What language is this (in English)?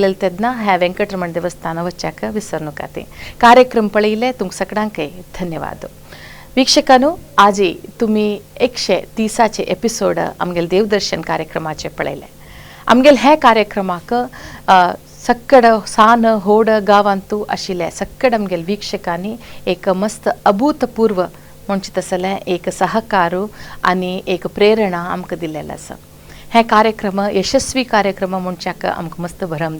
Konkani